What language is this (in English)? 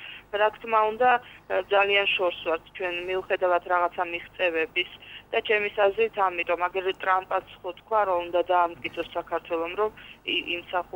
Georgian